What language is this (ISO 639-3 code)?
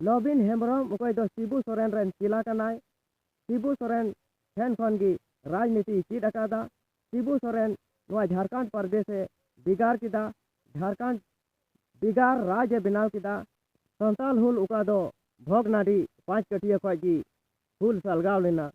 sat